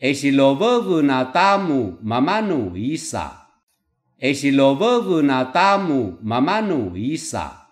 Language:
Kanakanabu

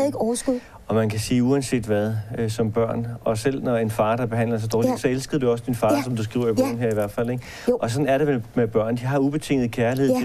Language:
Danish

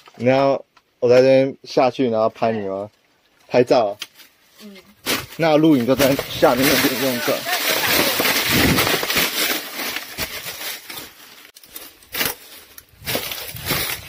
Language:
Chinese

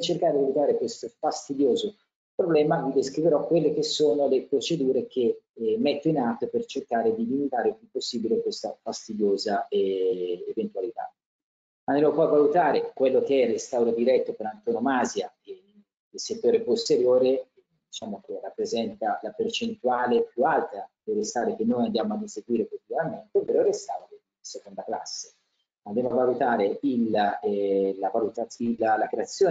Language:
Italian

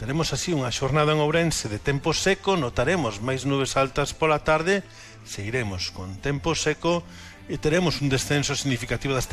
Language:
Galician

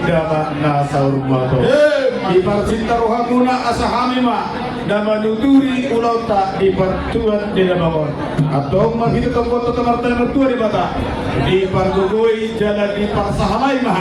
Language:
Batak Toba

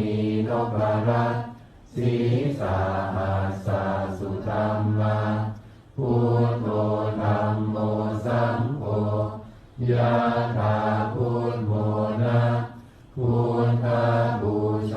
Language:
Pali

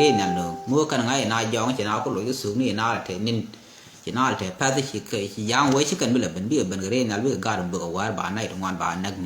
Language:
Nuer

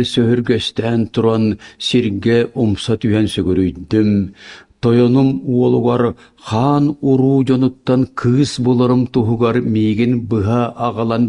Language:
Yakut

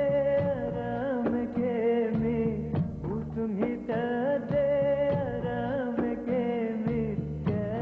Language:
Divehi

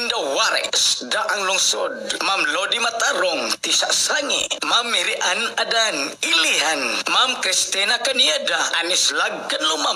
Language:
Cebuano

